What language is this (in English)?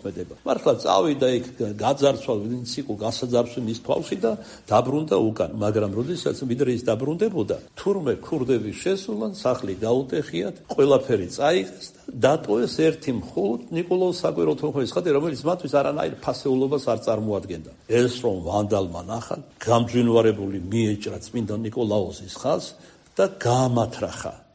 Georgian